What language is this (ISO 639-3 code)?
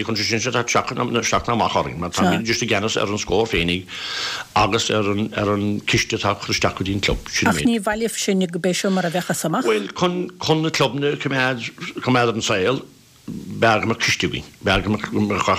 gle